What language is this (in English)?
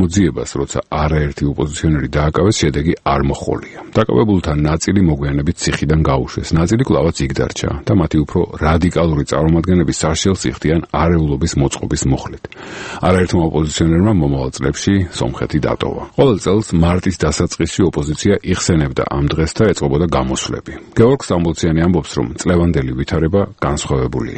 Georgian